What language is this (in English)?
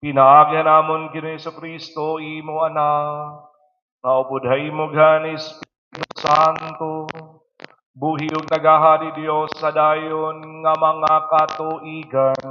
Waray